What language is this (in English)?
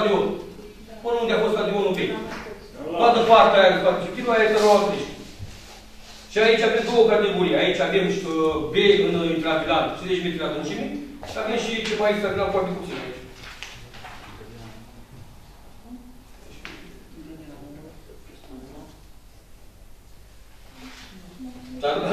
Romanian